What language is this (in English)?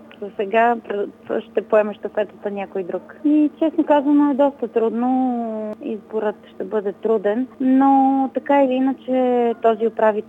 Bulgarian